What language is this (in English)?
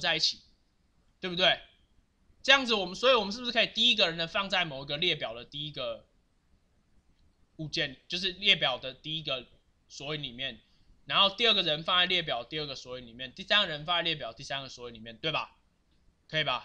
Chinese